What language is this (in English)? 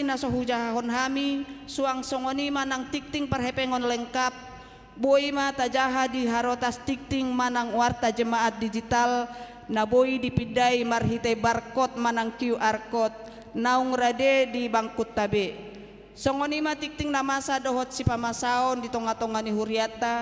Batak Toba